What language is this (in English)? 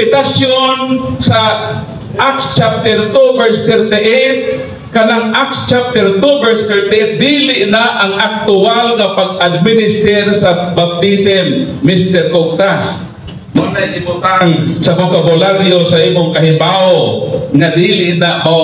Cebuano